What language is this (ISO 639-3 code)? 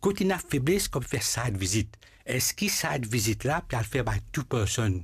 mfe